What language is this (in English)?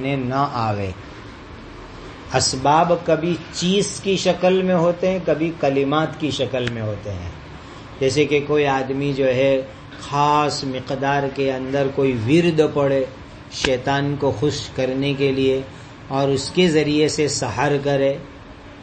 Urdu